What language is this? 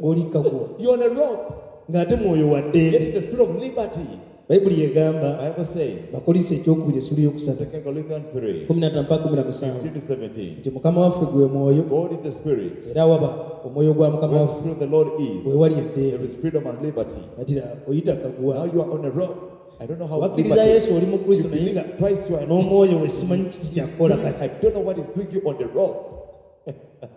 Ganda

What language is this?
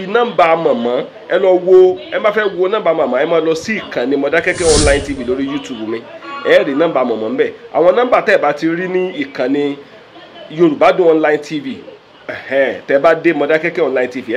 Yoruba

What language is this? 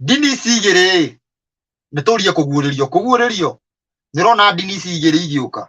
Kikuyu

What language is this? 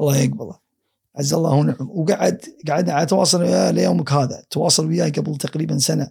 Gulf Arabic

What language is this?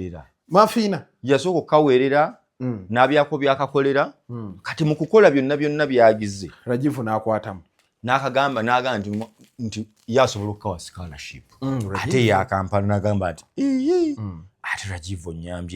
Ganda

